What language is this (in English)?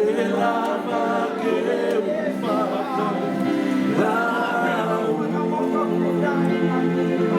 Tongan